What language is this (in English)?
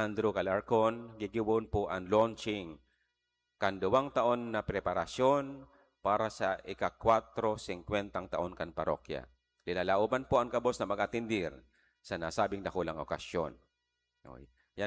Bikol